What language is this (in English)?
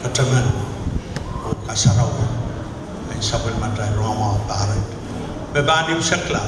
Pohnpeian